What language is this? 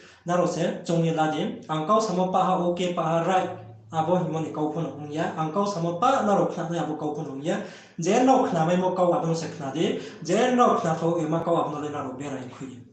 Riang (India)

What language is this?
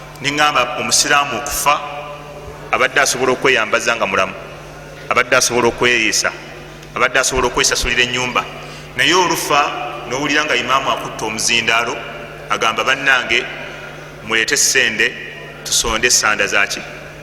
Ganda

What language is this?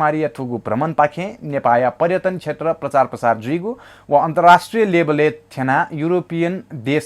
Newari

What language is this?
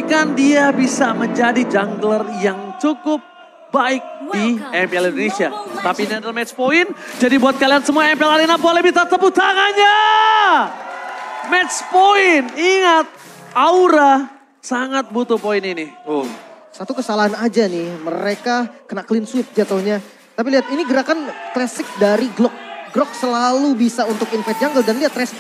Indonesian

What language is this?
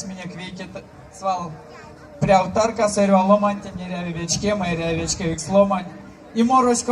Erzya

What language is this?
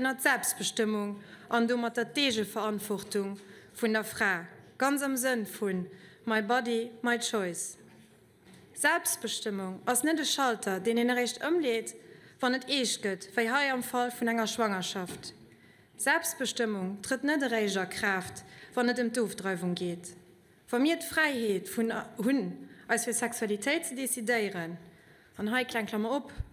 Luxembourgish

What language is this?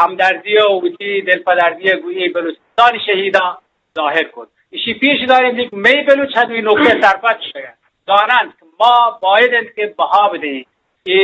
Eastern Balochi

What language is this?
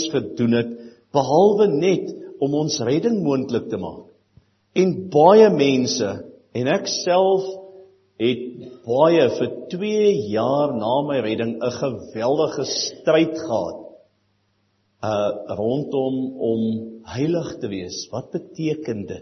Afrikaans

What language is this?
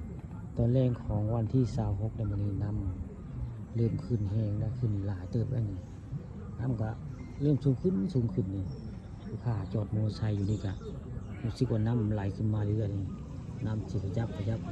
Northeastern Thai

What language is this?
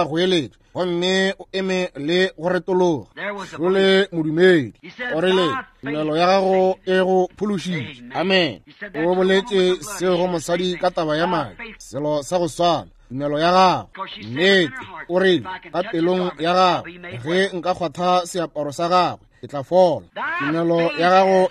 Northern Sotho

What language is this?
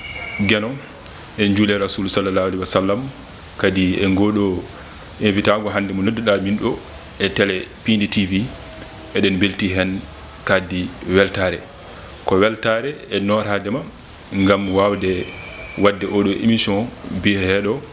Fula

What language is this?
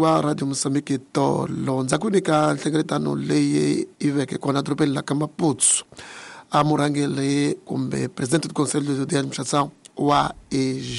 Tsonga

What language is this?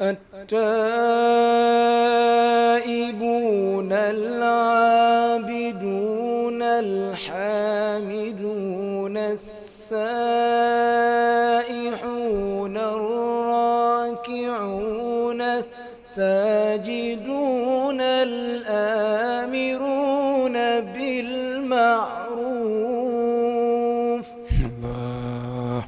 Fula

